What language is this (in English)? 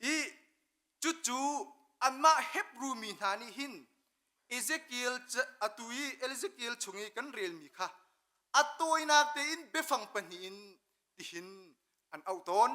Hakha Chin